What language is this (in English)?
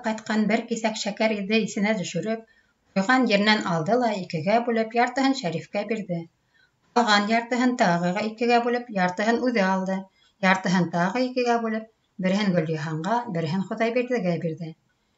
Bashkir